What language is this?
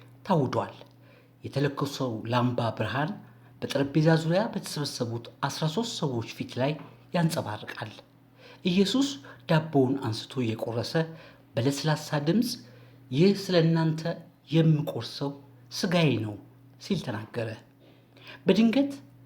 Amharic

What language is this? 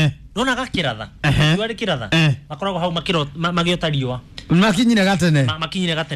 Kikuyu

